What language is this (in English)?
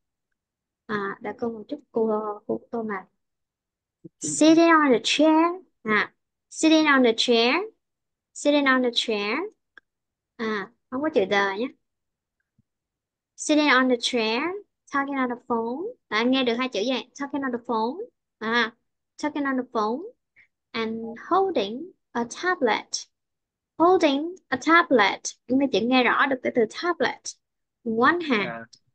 Vietnamese